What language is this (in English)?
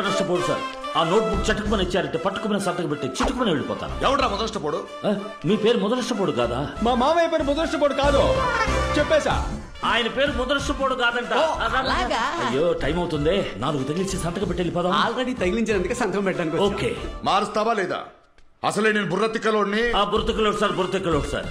Telugu